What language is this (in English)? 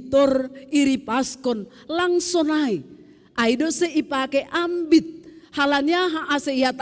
Batak Simalungun